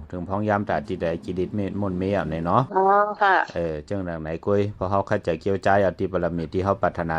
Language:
Shan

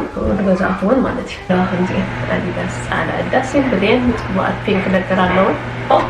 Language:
Tigrinya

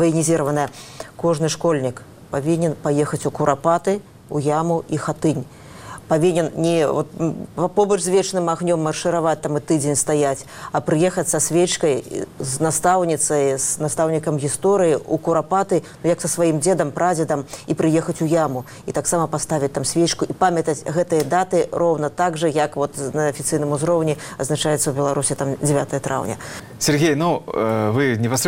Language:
Belarusian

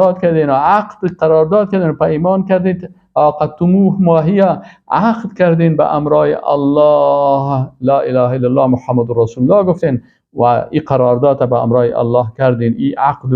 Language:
Persian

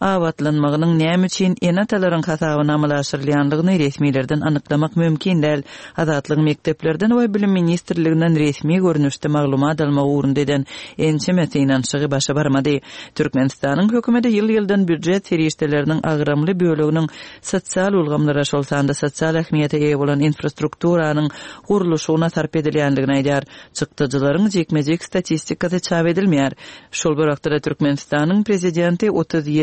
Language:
Turkmen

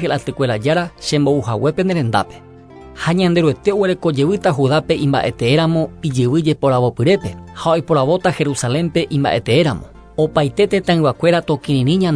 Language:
Guarani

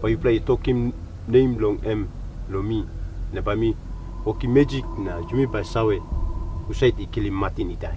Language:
Tok Pisin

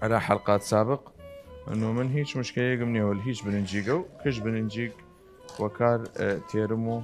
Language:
Southern Kurdish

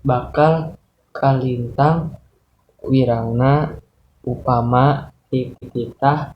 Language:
Sundanese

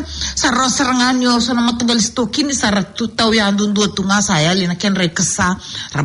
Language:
Fijian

